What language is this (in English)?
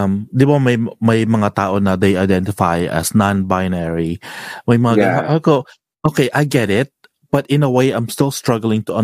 Filipino